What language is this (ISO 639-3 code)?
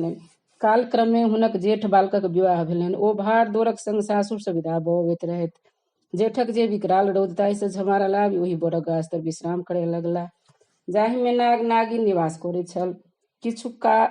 mai